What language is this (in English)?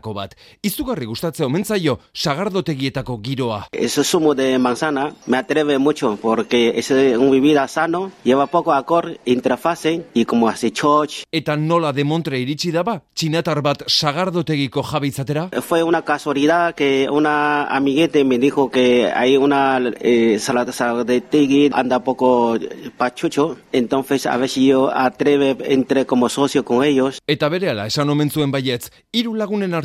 Basque